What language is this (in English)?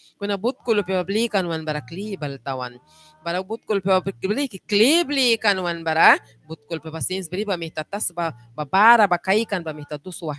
Mískito